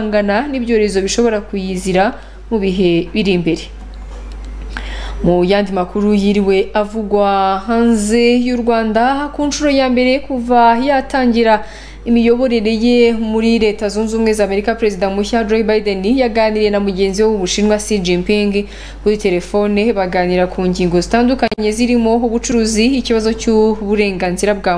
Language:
Kinyarwanda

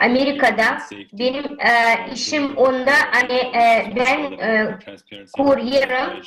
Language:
Gagauz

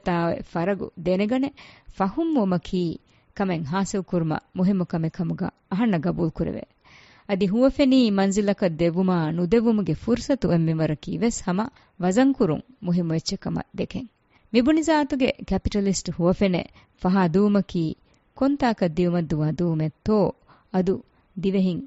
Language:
Divehi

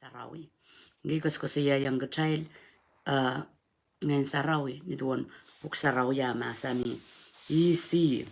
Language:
Pohnpeian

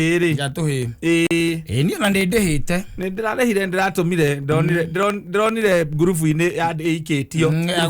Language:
Kikuyu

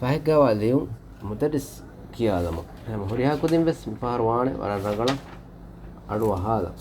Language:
Divehi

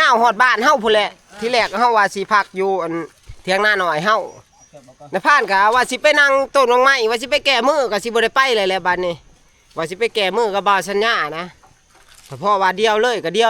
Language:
Northeastern Thai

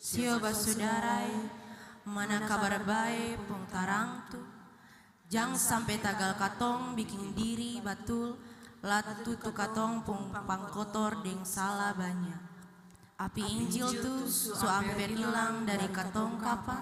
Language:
Ambonese Malay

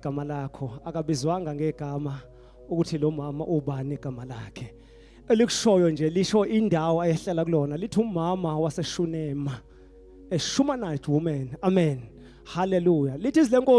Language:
Zulu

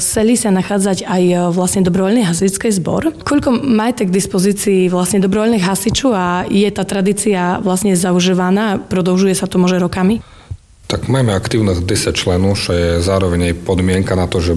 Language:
Slovak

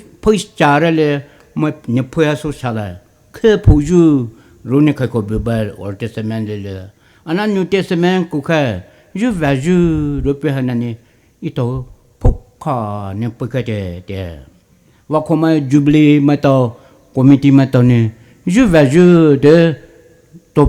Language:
Poumei Naga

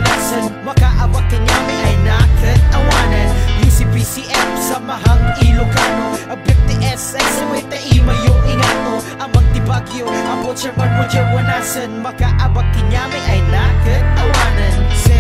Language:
Iloko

